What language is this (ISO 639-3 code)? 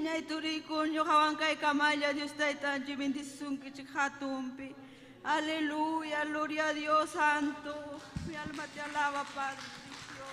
quy